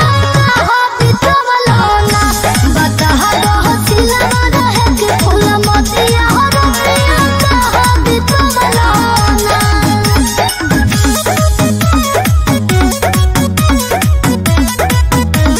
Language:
Bhojpuri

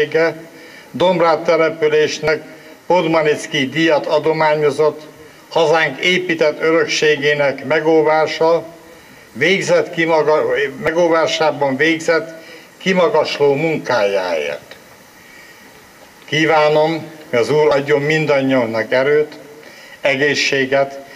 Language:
Hungarian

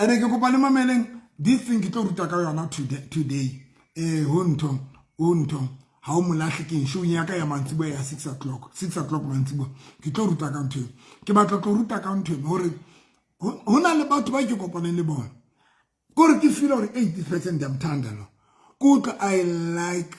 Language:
Southern Sotho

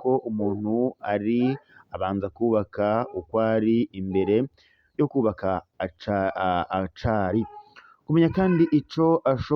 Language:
Rundi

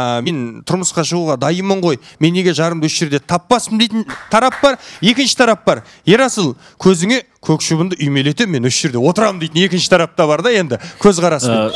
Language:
Kazakh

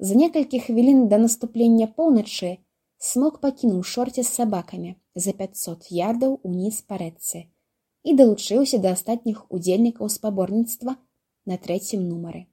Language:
Belarusian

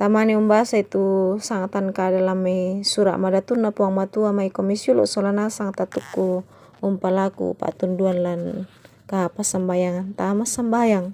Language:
Toraja-Sa'dan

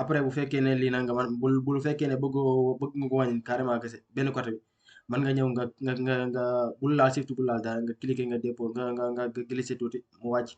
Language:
Wolof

